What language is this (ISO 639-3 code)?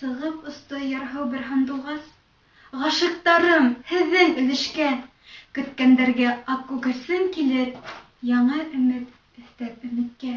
bak